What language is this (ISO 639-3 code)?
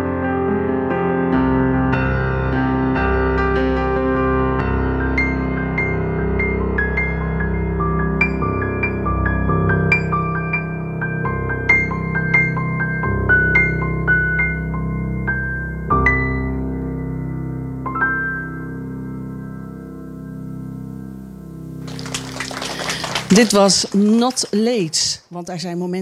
nld